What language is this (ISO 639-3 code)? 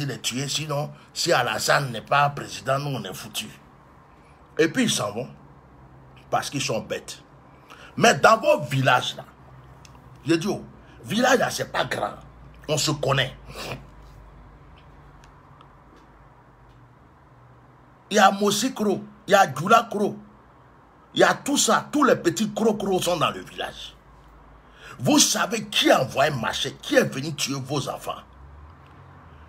fra